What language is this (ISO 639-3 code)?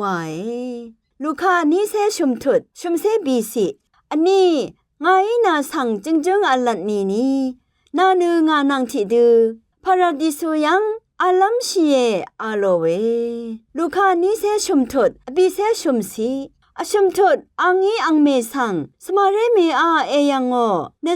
raw